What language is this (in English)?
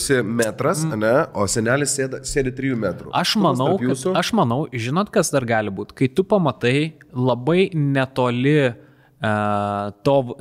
Lithuanian